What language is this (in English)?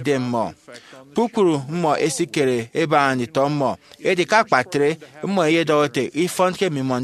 Efik